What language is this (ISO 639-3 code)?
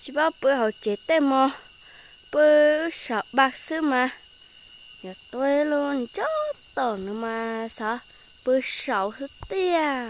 hmn